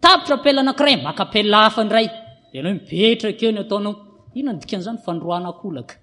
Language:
Malagasy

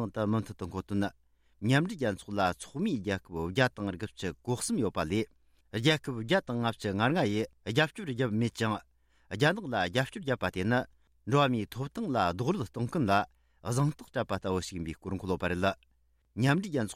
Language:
Tibetan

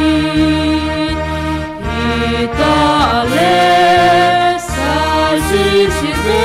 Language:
Batak Simalungun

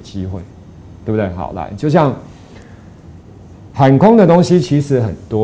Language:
Chinese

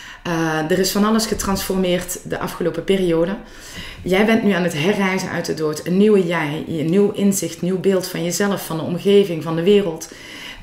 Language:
Dutch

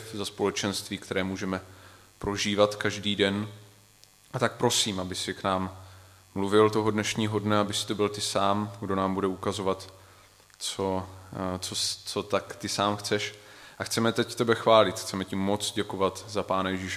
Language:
Czech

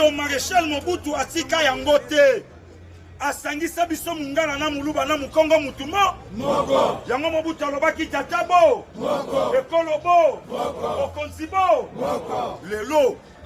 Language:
Lingala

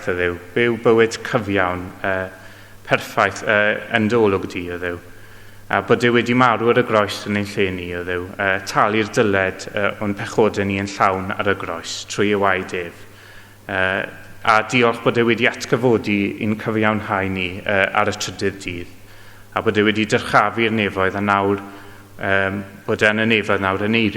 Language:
Welsh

